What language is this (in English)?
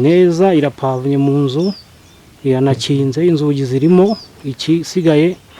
Kinyarwanda